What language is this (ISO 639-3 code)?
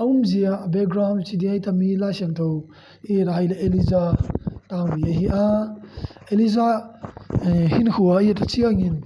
ctd